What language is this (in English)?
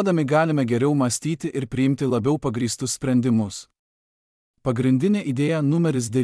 Lithuanian